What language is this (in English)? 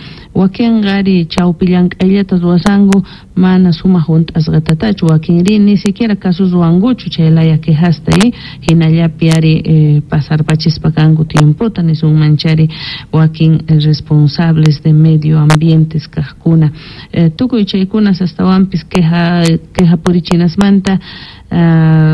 South Bolivian Quechua